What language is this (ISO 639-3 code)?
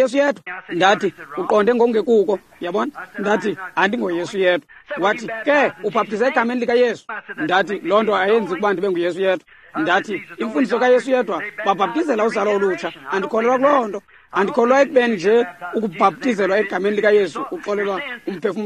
xho